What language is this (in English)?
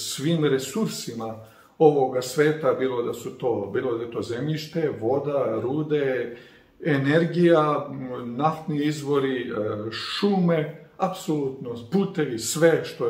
Serbian